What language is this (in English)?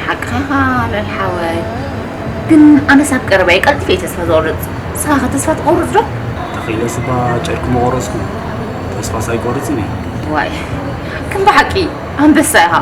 Tigrinya